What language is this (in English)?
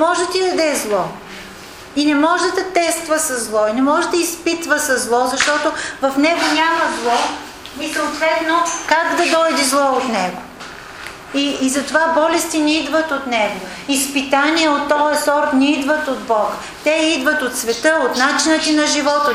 Bulgarian